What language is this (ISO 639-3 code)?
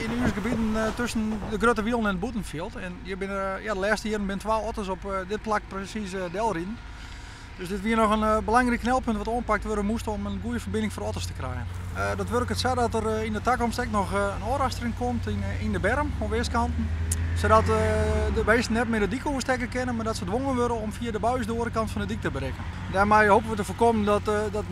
fry